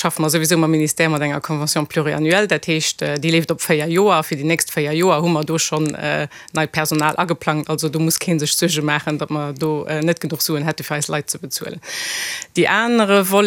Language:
Luxembourgish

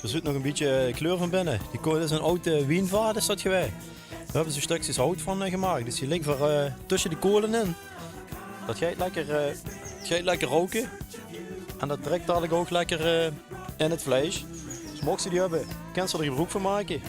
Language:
Limburgish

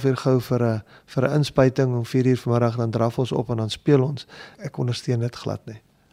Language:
Afrikaans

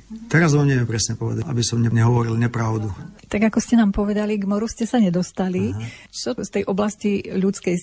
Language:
Slovak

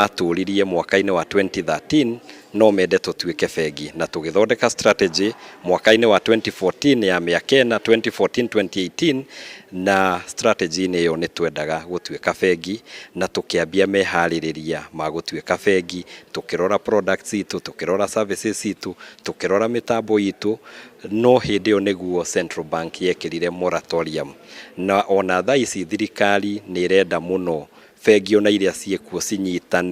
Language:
Kikuyu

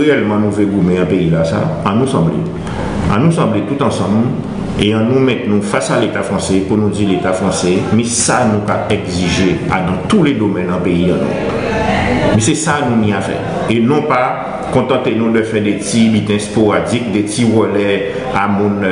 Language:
Guadeloupean Creole French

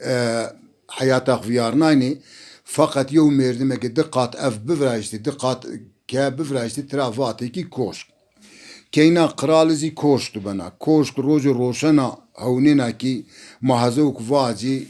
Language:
Zaza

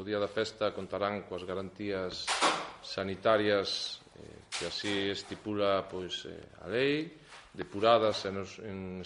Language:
Galician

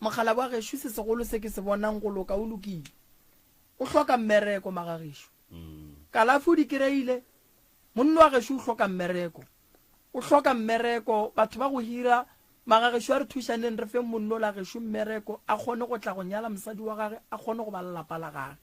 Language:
Northern Sotho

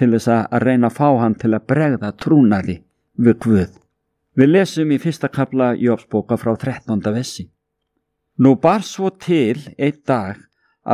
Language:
Icelandic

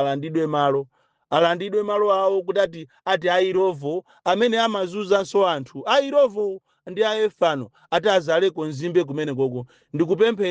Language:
Nyanja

